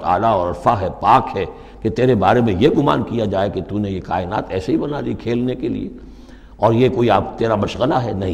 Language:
Urdu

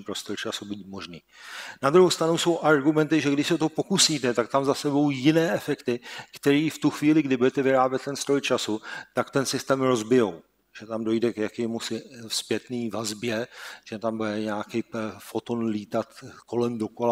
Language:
Czech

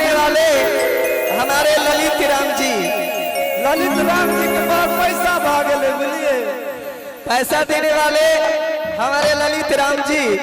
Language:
Maithili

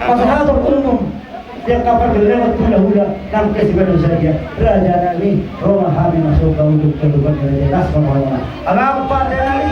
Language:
Batak Toba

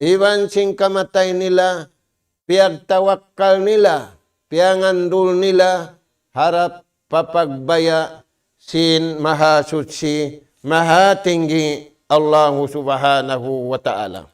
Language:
Tausug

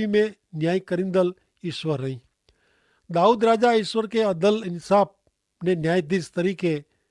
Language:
Kachhi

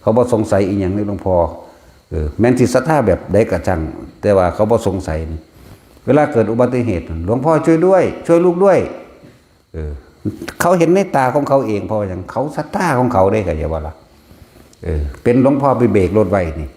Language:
Northeastern Thai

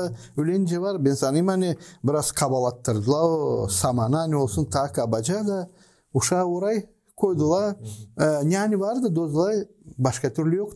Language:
Gagauz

